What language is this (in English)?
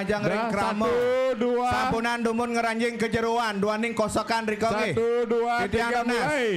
Balinese